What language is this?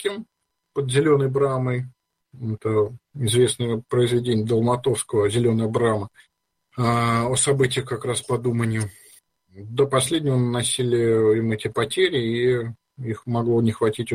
Russian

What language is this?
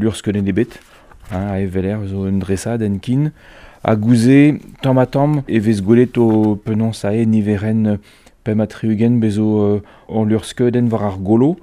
Breton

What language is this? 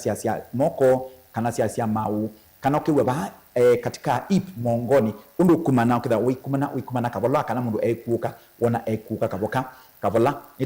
Kamba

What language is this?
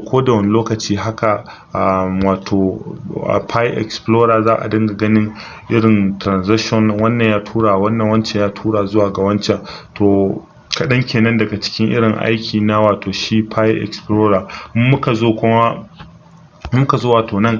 Hausa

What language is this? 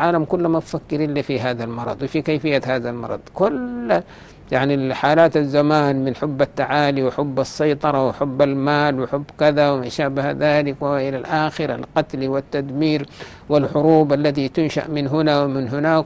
Arabic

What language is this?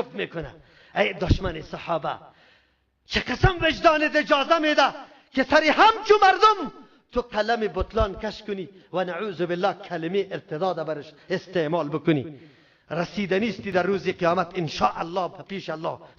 Persian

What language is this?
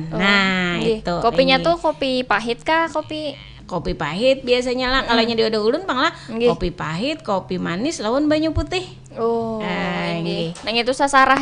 Banjar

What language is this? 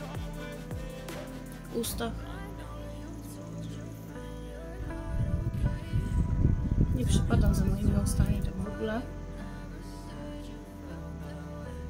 Polish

